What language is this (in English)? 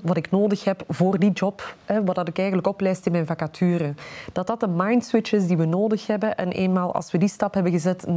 Dutch